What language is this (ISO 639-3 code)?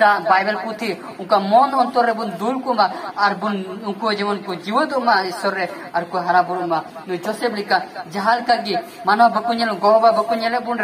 sat